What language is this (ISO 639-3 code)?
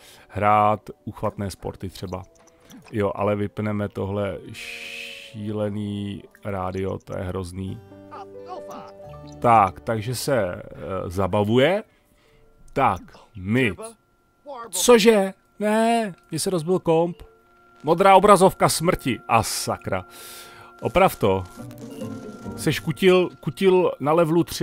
ces